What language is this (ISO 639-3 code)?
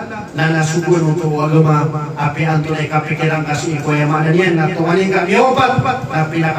mrw